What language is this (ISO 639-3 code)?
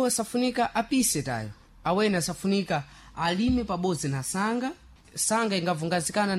seh